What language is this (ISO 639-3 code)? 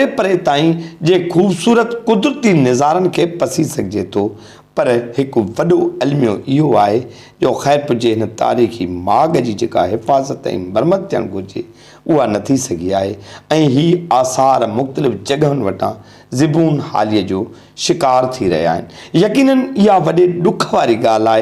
snd